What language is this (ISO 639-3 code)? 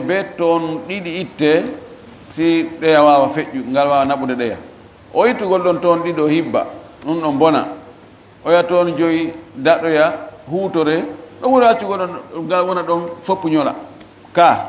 ful